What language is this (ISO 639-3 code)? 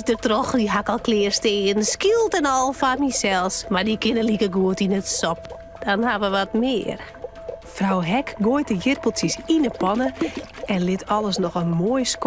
fry